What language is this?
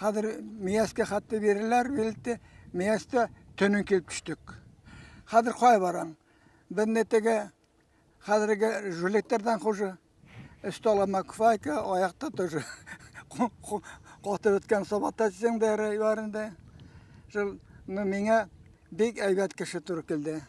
Bashkir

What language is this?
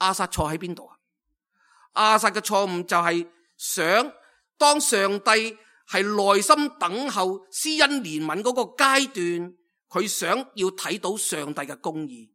Cantonese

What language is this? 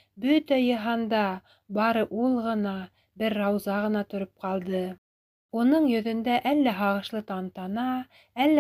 Bashkir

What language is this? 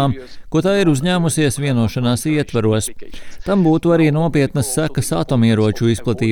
Latvian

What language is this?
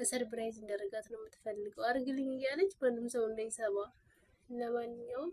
Amharic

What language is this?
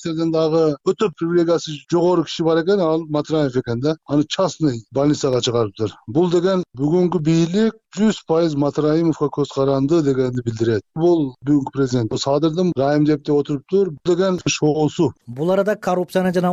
Kyrgyz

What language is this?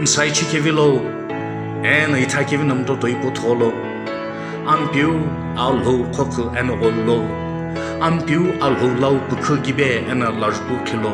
Sumi Naga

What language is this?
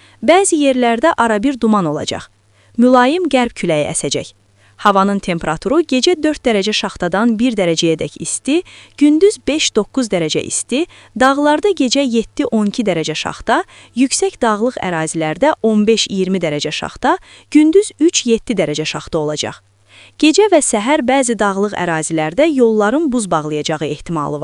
Azerbaijani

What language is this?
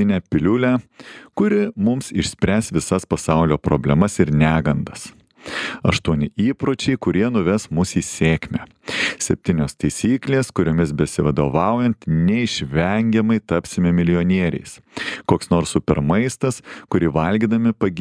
Lithuanian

